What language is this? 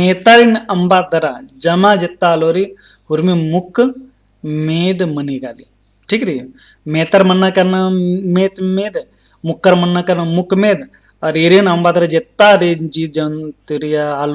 Kurukh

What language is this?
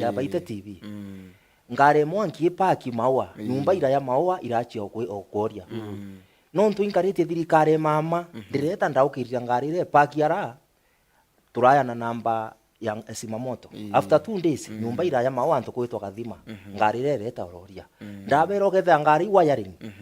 Meru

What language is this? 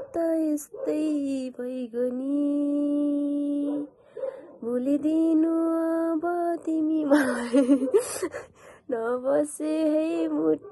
Nepali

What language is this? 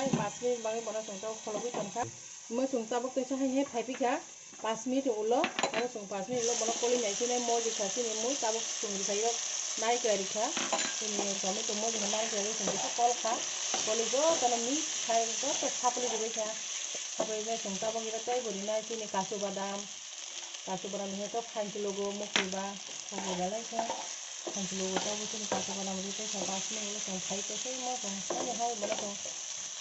Kok Borok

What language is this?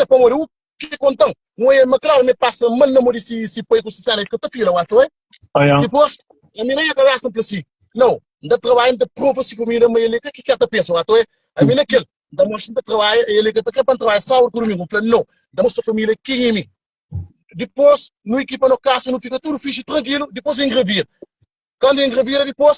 Kabuverdianu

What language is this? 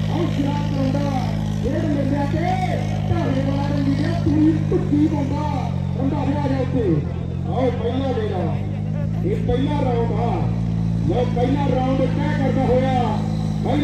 Punjabi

